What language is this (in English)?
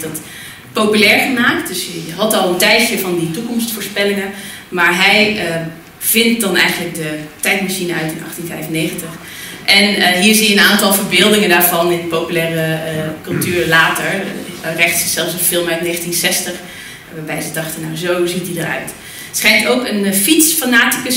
Dutch